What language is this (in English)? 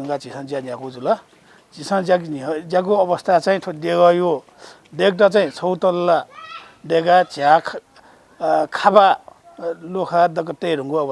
Newari